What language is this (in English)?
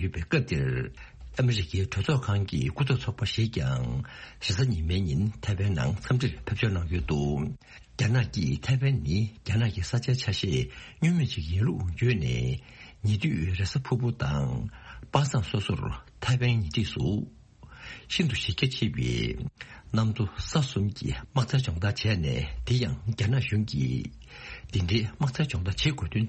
Tibetan